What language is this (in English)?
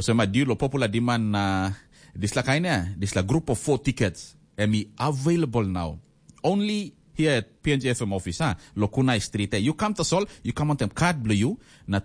Tok Pisin